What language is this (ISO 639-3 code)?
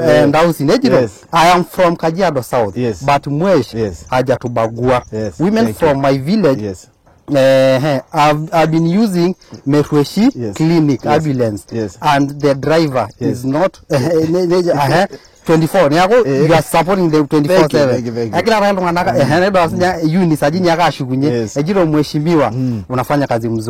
mas